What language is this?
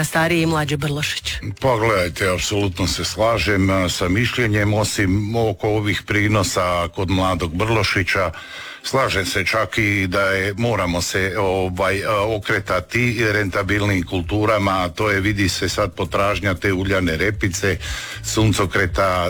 Croatian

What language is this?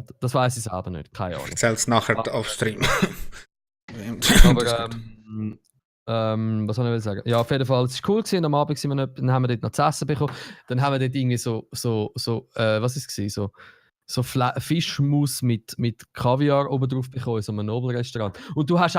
Swiss German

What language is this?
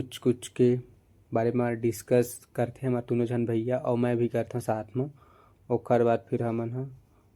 Chhattisgarhi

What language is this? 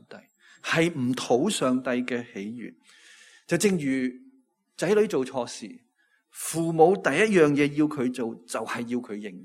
Cantonese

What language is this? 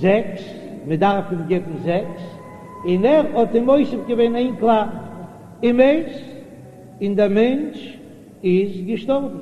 Yiddish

